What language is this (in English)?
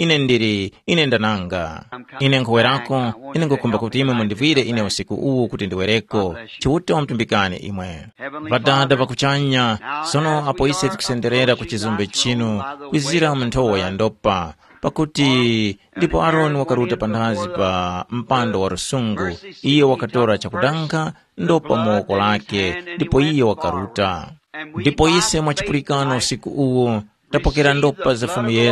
Tumbuka